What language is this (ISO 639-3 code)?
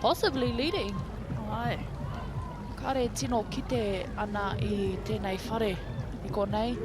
mri